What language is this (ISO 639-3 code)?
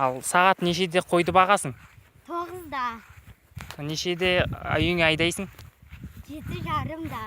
kaz